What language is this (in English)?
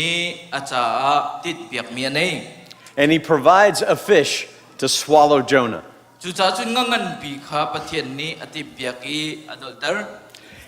Hakha Chin